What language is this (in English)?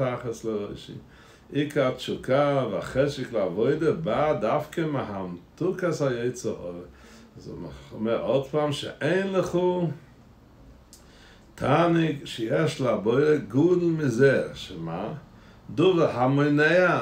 Hebrew